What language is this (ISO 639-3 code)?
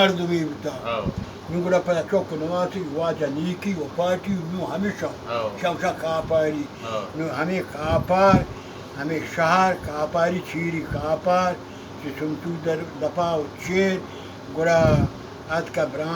bal